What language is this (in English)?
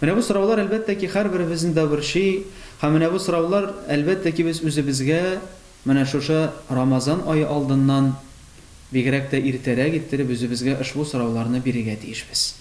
Tatar